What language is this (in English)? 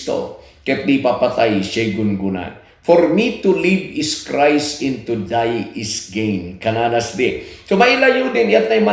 Kankanaey